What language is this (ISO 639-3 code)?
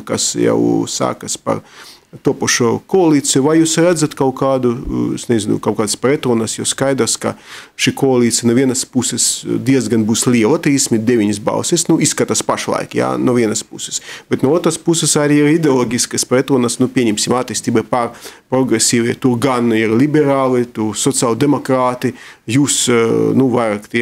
lav